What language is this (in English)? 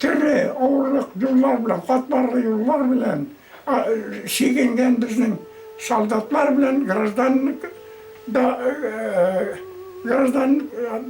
Bashkir